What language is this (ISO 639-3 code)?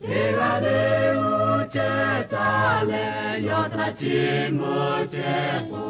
lhu